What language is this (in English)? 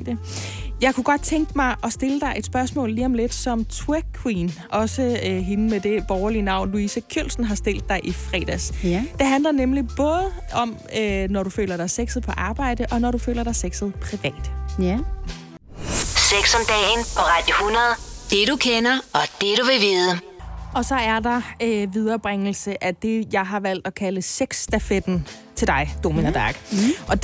Danish